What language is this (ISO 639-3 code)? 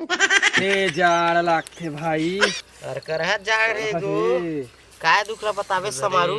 hne